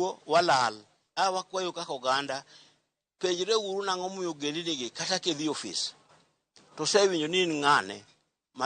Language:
Luo (Kenya and Tanzania)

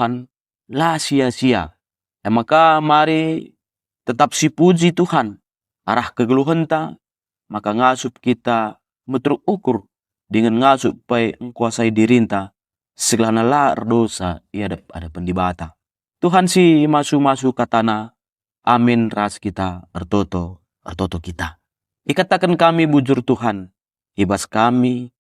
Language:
Batak Karo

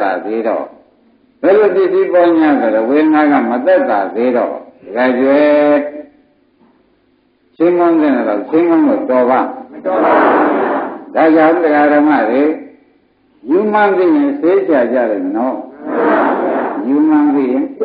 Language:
Burmese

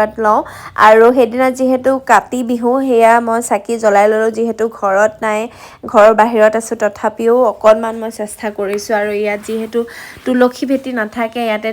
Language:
Assamese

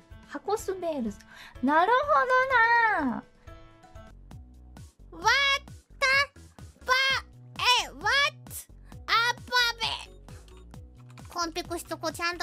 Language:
Japanese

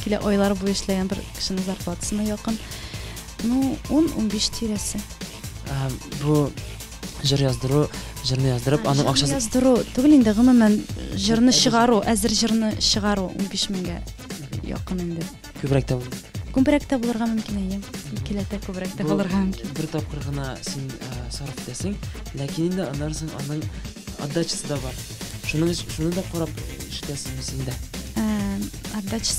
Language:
Tatar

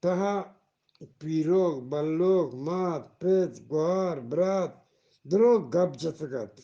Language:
Eastern Balochi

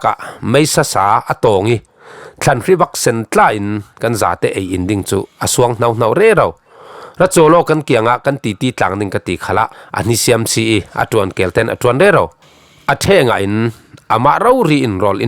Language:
Falam Chin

